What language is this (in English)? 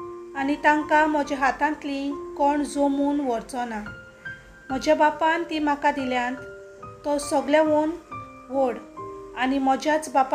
Konkani